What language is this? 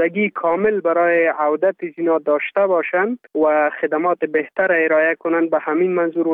Persian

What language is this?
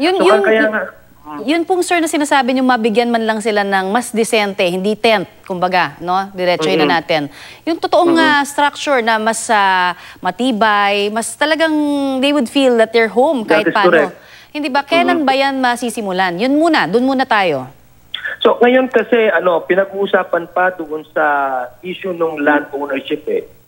Filipino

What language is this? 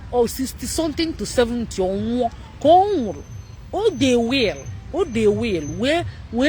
Igbo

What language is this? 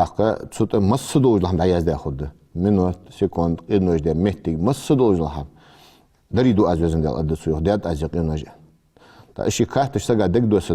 Ingush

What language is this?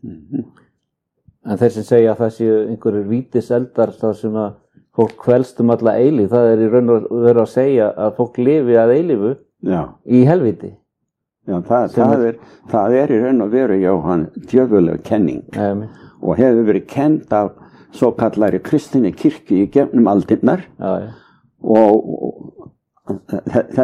Icelandic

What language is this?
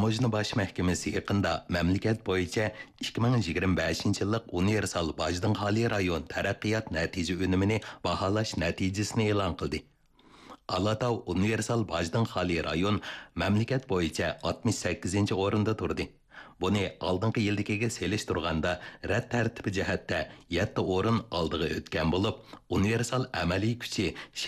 Uyghur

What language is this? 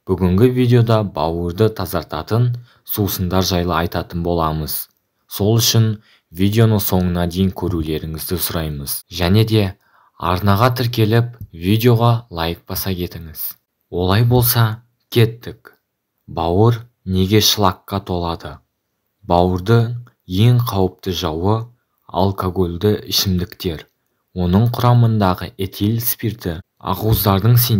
Kazakh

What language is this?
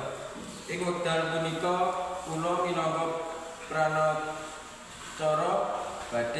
Javanese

